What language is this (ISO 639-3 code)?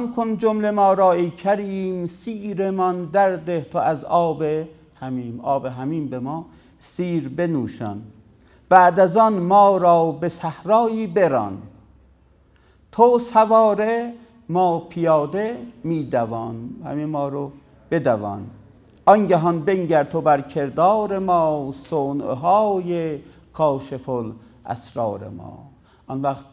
fas